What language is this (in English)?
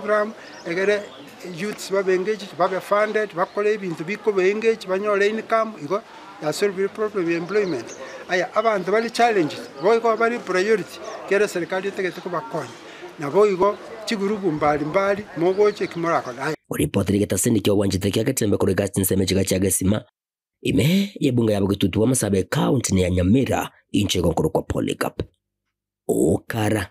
Gusii